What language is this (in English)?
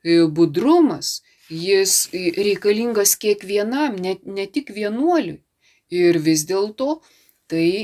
Lithuanian